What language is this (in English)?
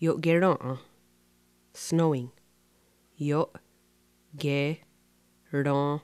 Mohawk